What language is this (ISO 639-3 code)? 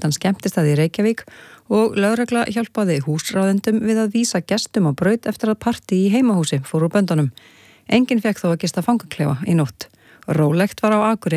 isl